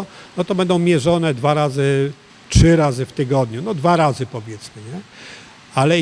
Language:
Polish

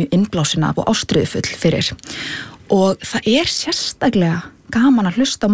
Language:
Icelandic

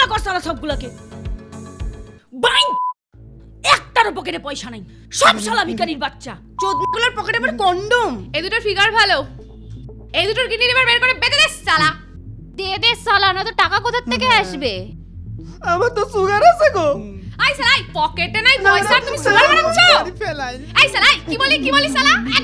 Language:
Bangla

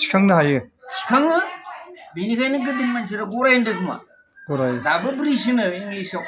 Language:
Bodo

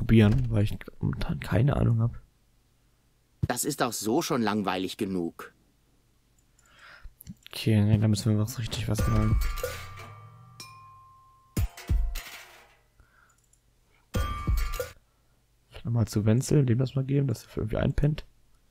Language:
German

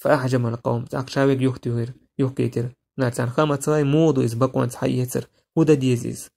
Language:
Chechen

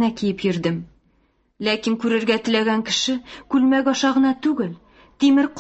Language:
Tatar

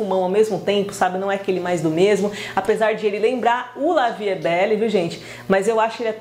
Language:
Portuguese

